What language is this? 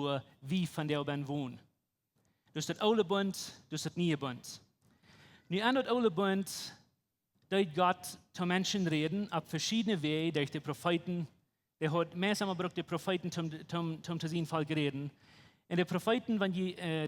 Plautdietsch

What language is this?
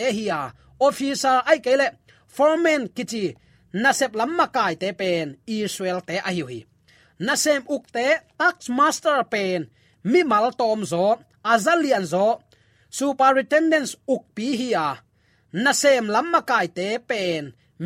Tedim Chin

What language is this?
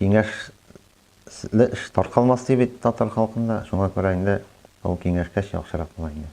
Tatar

